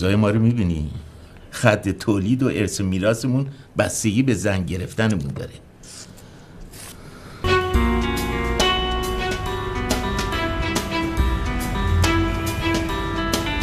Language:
Persian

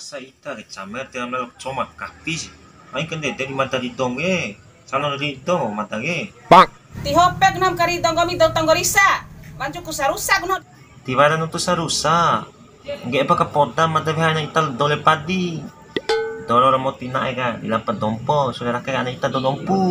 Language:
Bima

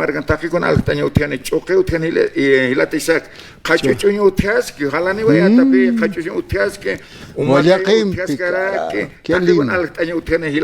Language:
Aymara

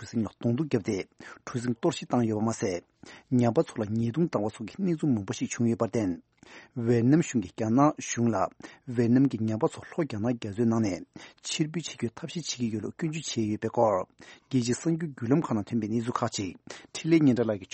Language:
Tibetan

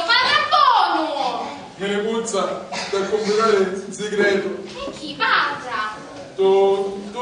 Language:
Sicilian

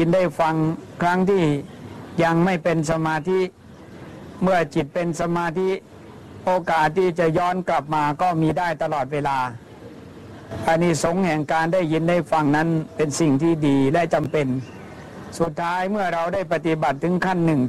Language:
Thai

